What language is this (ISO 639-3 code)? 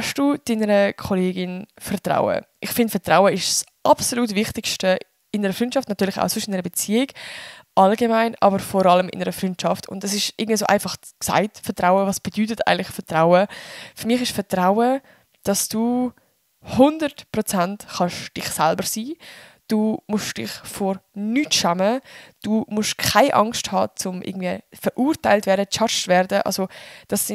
gsw